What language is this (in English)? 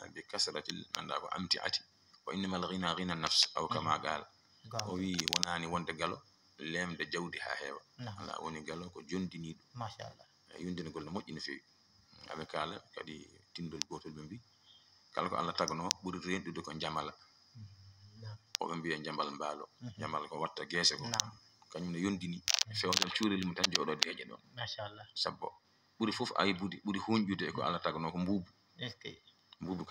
Fula